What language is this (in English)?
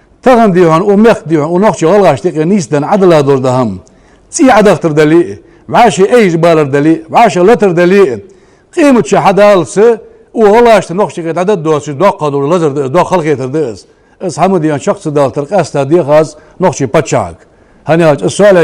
Ingush